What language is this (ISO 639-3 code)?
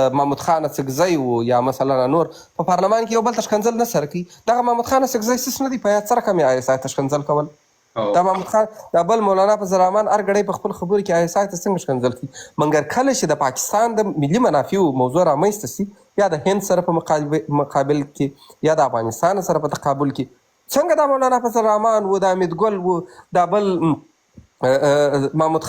pus